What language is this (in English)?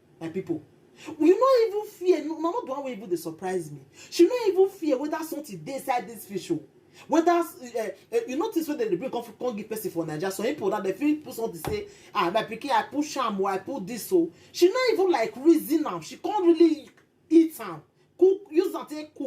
Nigerian Pidgin